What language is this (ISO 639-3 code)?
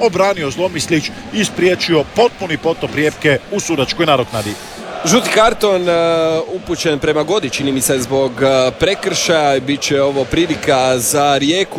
hrv